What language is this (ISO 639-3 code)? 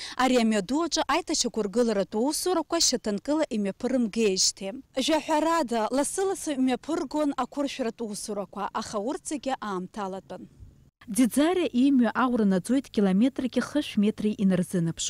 abk